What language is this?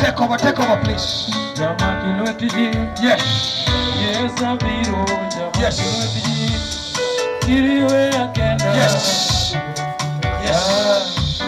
Luo (Kenya and Tanzania)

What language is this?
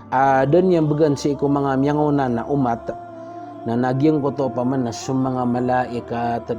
Maranao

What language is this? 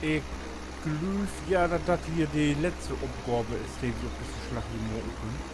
Low German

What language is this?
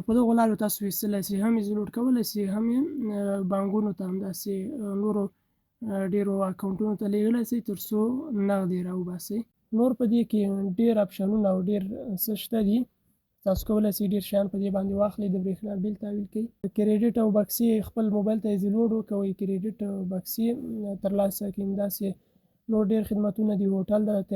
Pashto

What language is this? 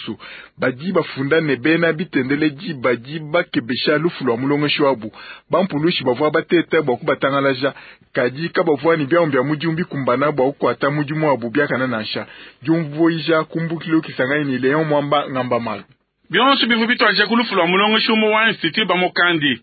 Luba-Lulua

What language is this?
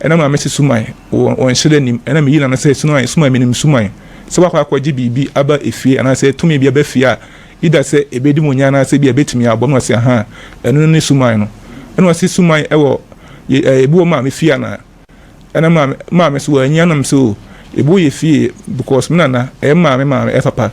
Akan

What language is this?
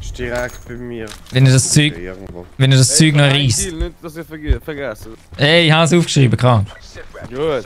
Swiss German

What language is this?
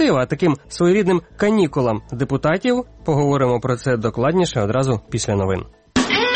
Ukrainian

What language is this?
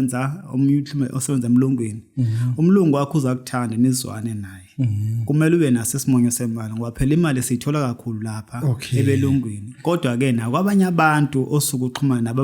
Zulu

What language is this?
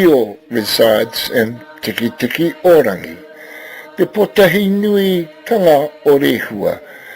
Māori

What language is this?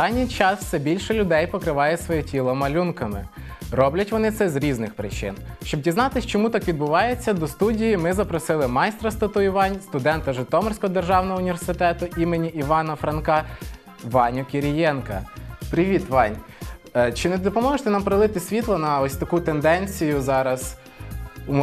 Ukrainian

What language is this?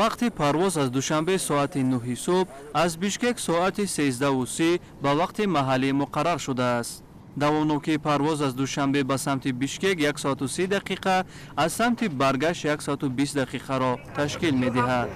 Tajik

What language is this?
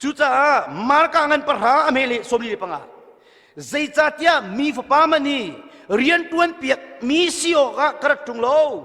Hakha Chin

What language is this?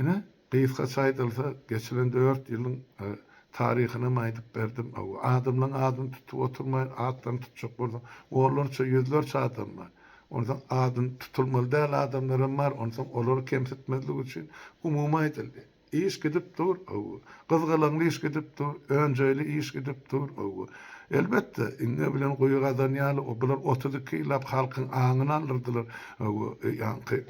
Turkmen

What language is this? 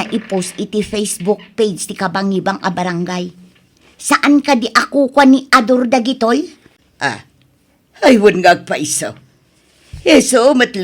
Iloko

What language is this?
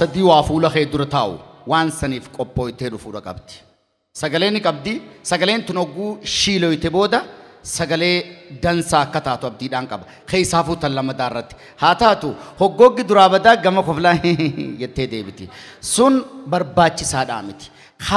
Oromo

